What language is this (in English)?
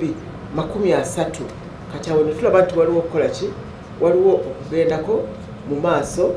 Ganda